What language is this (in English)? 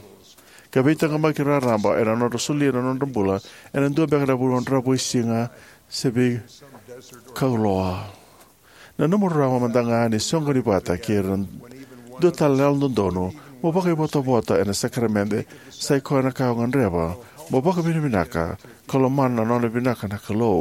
Fijian